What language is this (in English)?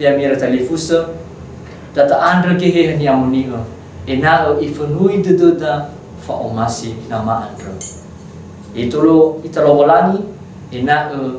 Nias